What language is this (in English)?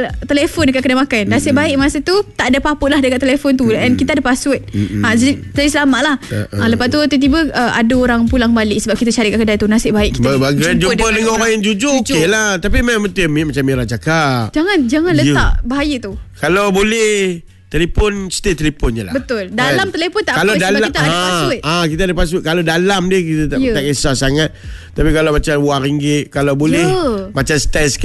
Malay